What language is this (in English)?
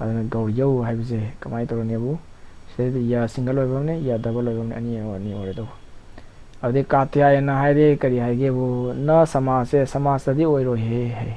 Manipuri